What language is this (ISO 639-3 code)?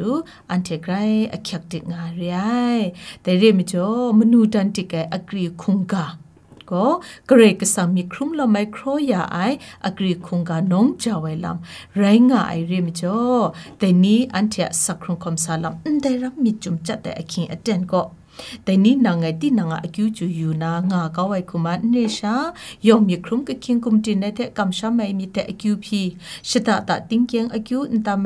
kac